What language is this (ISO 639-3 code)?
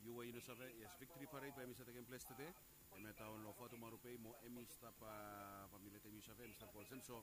bis